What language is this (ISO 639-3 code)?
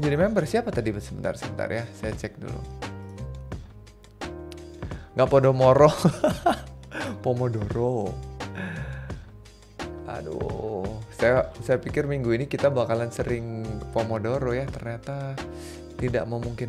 ind